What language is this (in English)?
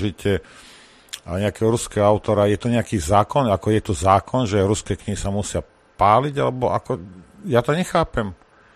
Slovak